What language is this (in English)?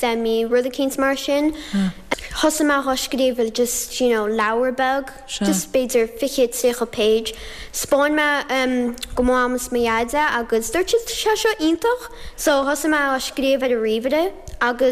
Irish